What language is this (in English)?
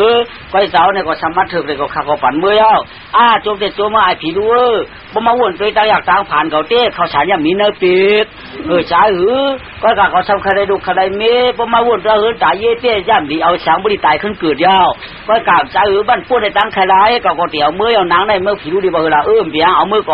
Shan